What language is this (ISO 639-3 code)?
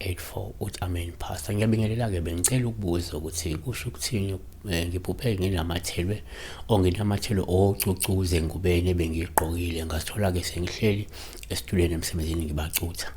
zul